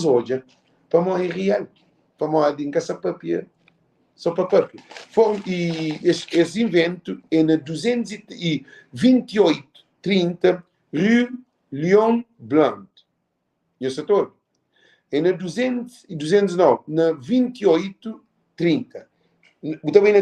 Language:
Kabuverdianu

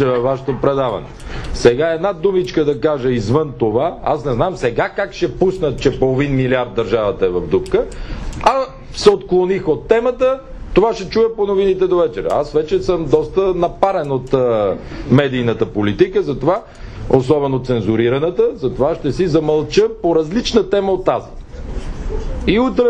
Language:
Bulgarian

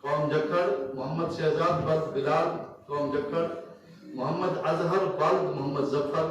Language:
Saraiki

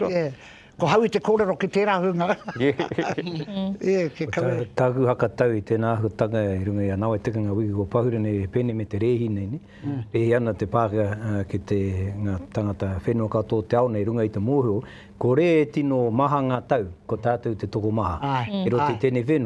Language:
Māori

